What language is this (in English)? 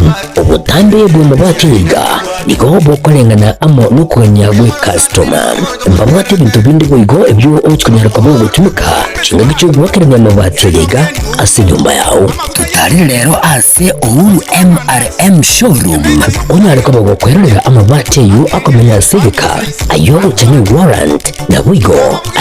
Gusii